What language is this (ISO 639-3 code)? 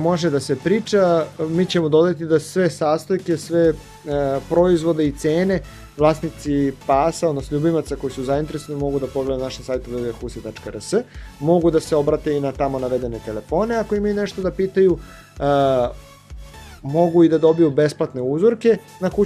srp